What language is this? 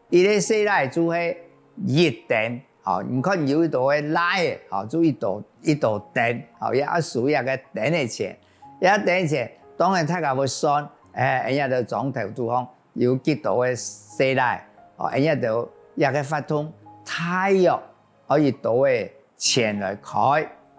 Hakka Chinese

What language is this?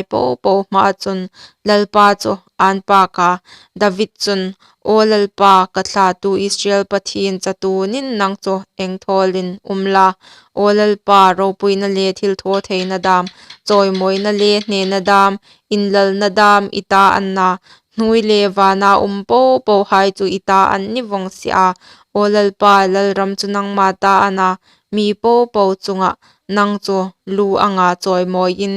Hmar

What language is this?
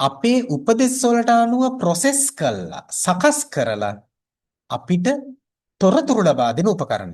Sinhala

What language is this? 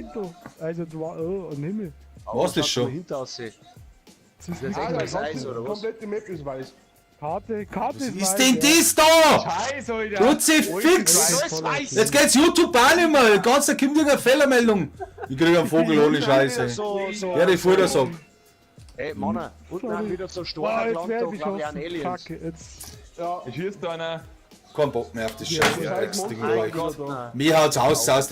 Bavarian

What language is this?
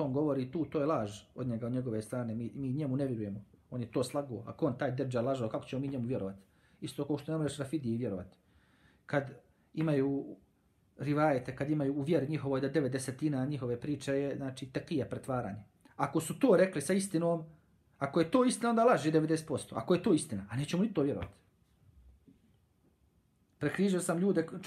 Bosnian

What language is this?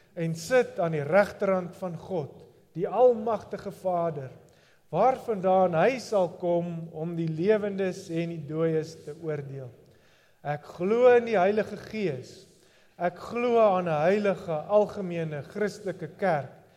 Afrikaans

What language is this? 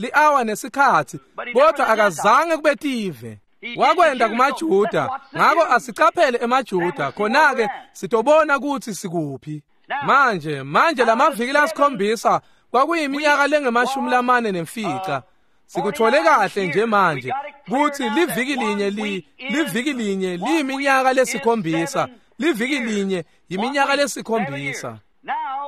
Swati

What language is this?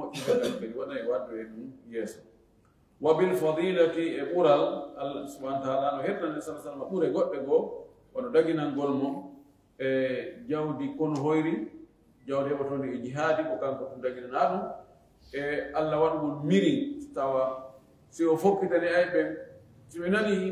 Fula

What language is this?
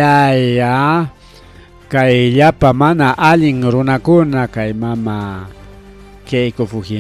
Ayacucho Quechua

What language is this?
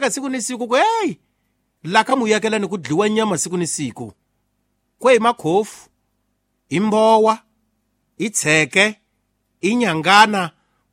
Tsonga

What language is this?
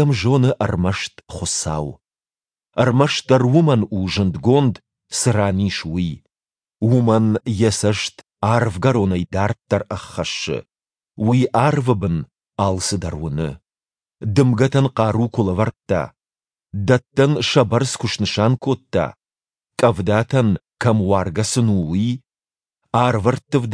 Ossetic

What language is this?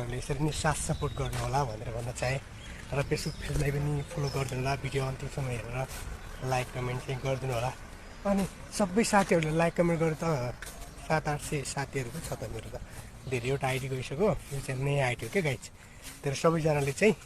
Nepali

